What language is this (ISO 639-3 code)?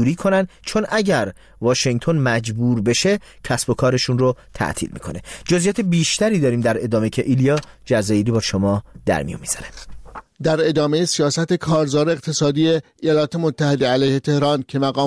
fas